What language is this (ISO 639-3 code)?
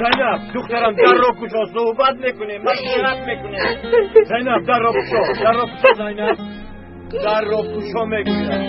tgk